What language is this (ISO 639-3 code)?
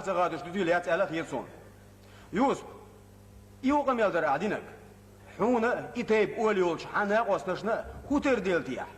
che